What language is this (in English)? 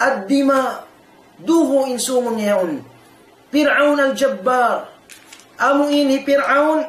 Tausug